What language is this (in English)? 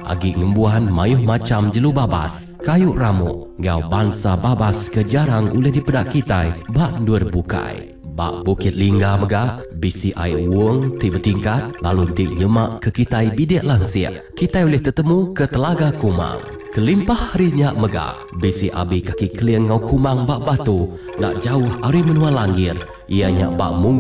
Iban